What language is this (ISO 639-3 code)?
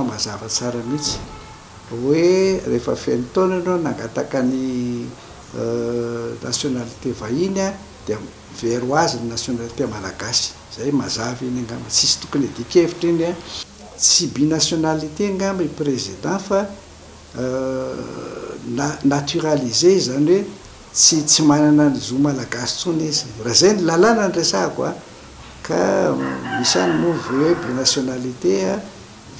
mlg